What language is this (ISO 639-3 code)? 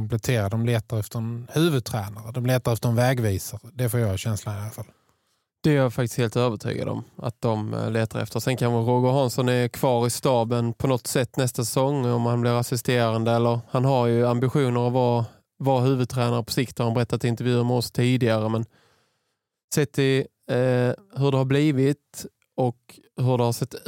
swe